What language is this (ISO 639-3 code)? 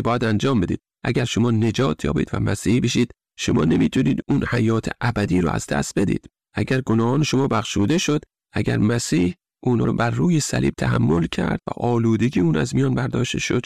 fas